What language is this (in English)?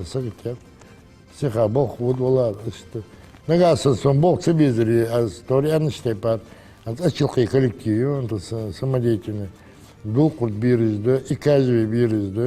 Ingush